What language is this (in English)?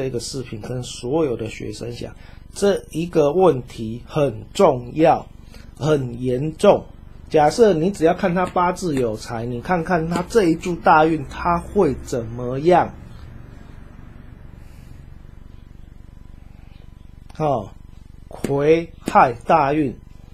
Chinese